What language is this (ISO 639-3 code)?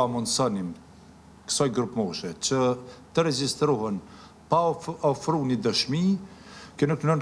sqi